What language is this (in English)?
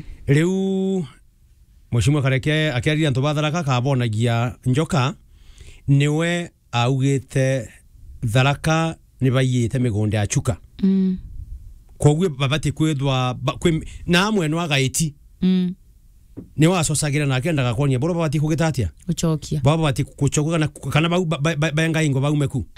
Meru